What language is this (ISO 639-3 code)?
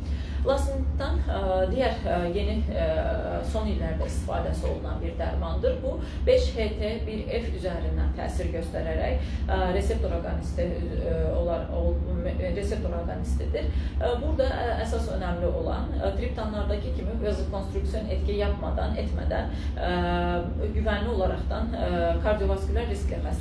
aze